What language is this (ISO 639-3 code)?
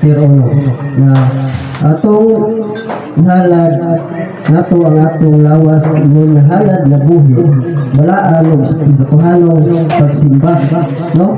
ceb